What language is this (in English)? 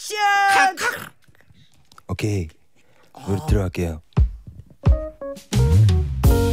Korean